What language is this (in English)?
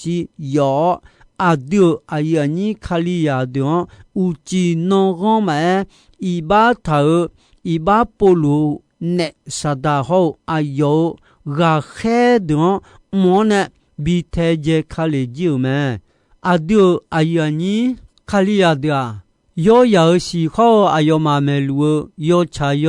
Akha